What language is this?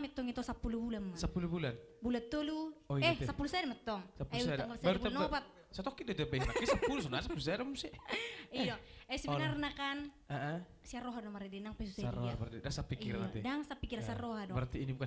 Batak Toba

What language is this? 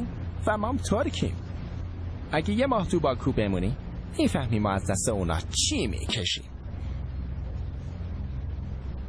Persian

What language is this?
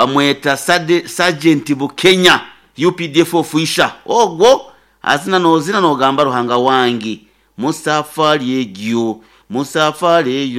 Nyankole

